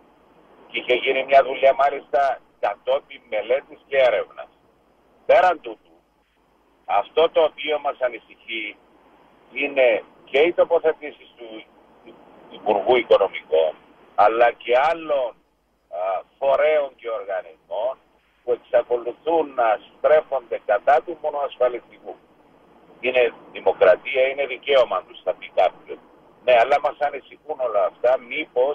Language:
Greek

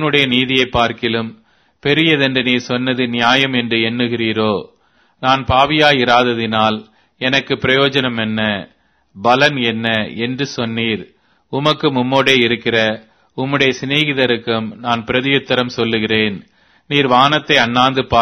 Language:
Tamil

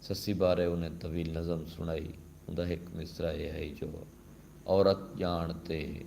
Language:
Saraiki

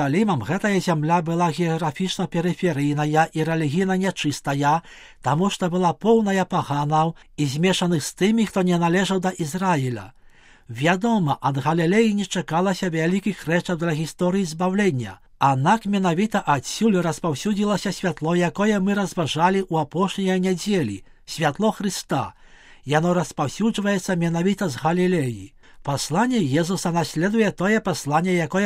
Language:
Belarusian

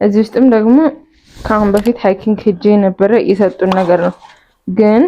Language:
Amharic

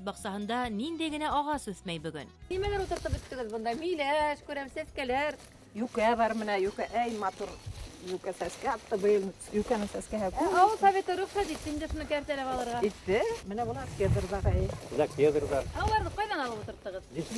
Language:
Bashkir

